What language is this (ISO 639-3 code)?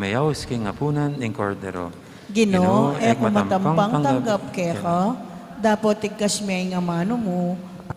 pam